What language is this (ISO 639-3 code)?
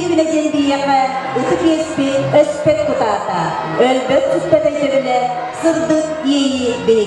sah